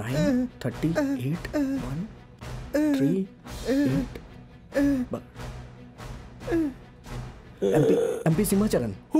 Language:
Bhojpuri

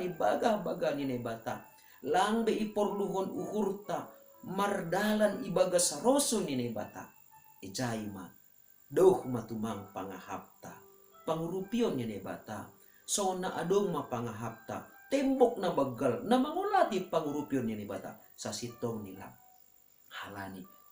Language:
Batak Simalungun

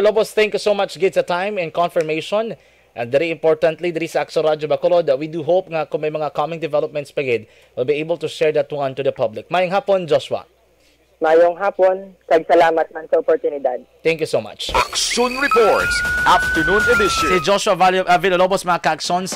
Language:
Hiligaynon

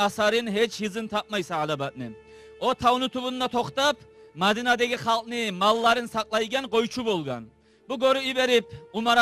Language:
Kumyk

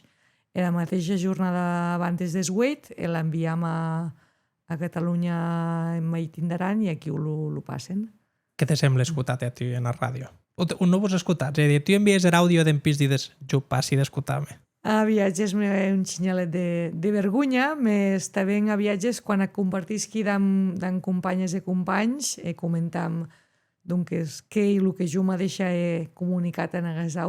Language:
Occitan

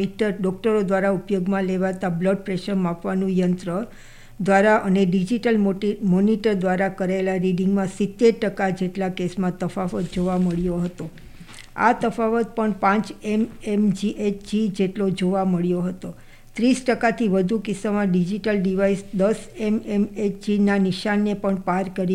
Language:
Gujarati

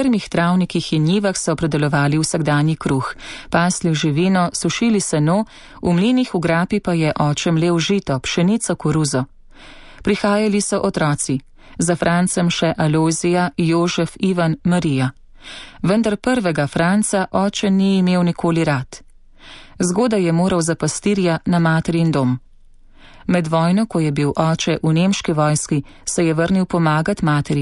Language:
Slovenian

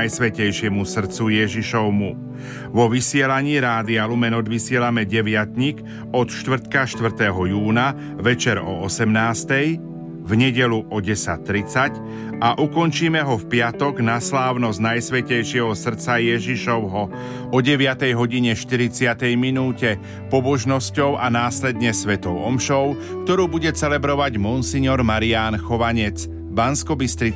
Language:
Slovak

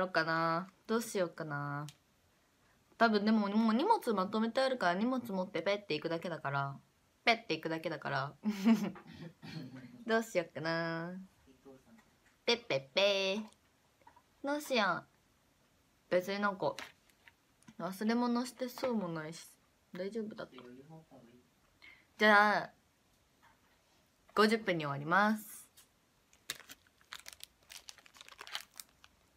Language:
Japanese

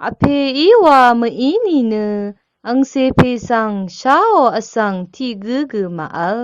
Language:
Rawang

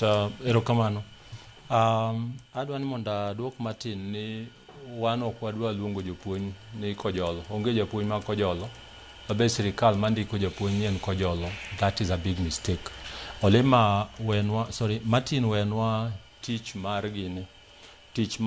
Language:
Luo (Kenya and Tanzania)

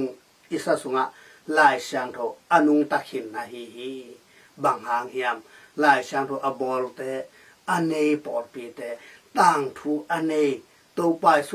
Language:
Tedim Chin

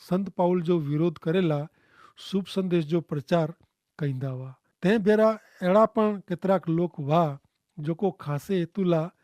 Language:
Kachhi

